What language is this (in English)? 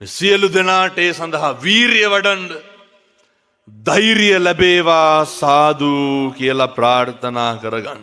Sinhala